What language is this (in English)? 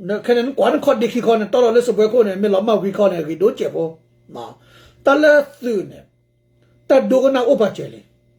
S'gaw Karen